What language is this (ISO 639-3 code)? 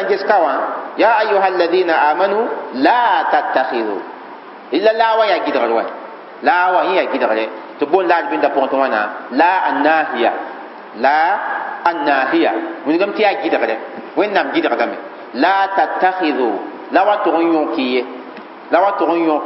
mos